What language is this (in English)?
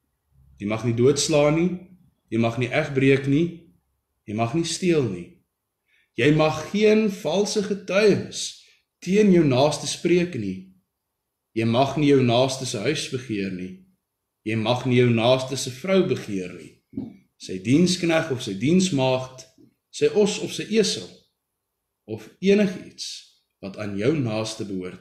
Afrikaans